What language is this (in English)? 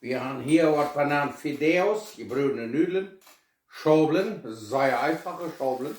Plautdietsch